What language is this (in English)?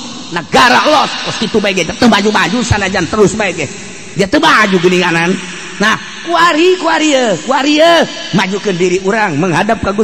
Sundanese